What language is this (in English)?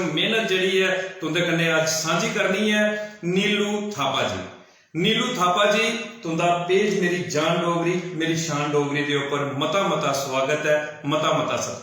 Dogri